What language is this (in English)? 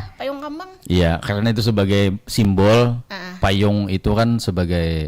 Banjar